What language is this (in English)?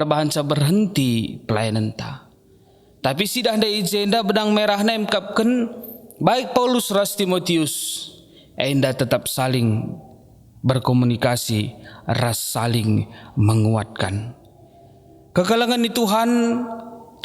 Batak Karo